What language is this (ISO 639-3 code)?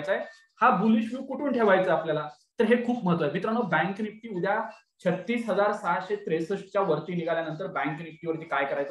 mar